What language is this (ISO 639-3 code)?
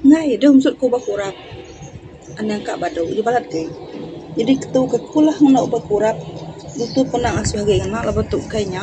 iba